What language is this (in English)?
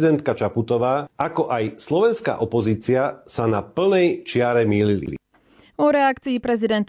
Slovak